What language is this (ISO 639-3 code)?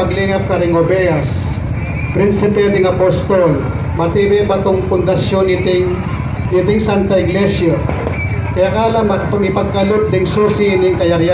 pam